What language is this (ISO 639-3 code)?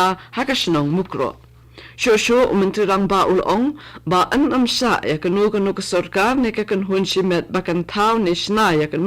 kha